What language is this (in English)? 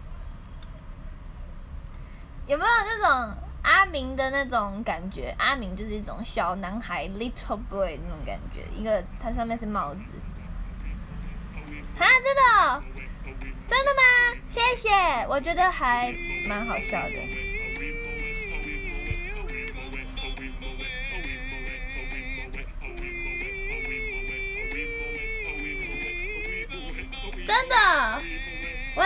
Chinese